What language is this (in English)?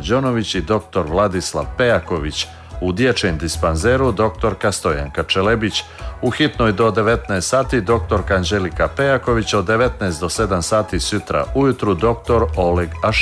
Serbian